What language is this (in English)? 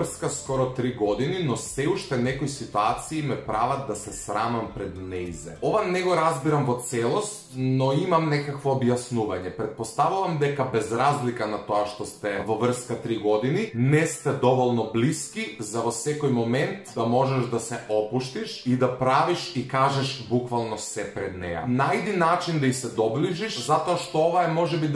Macedonian